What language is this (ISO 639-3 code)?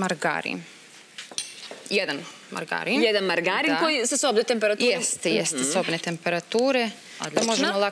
srp